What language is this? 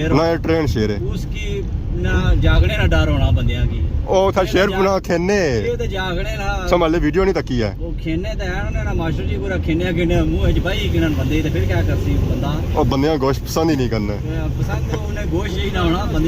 Pahari-Potwari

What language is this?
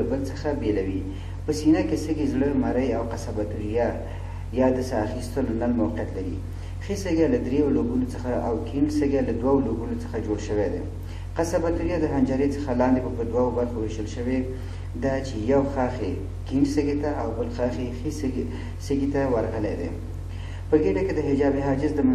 Pashto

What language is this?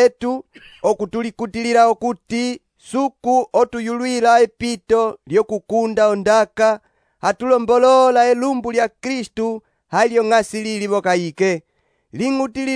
Umbundu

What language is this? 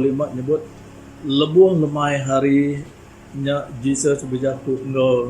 Iban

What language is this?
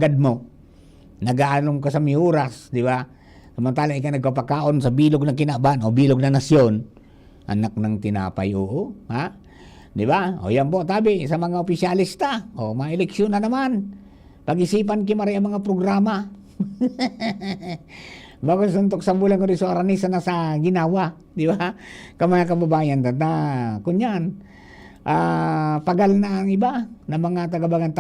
Bikol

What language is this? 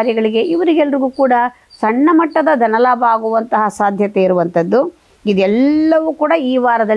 Kannada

